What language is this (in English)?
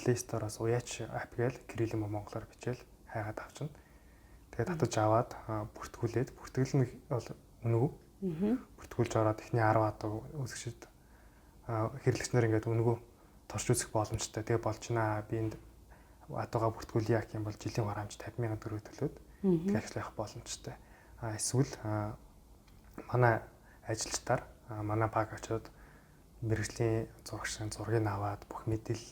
Mongolian